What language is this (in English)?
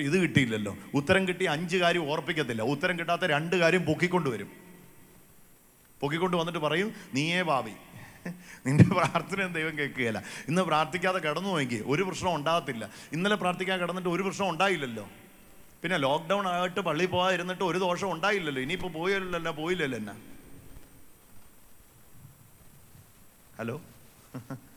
Malayalam